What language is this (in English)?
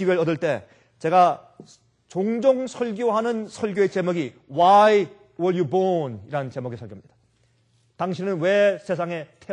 Korean